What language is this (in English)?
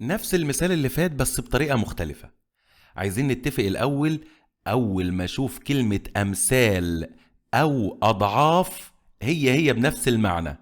Egyptian Arabic